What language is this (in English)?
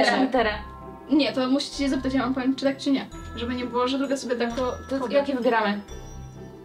Polish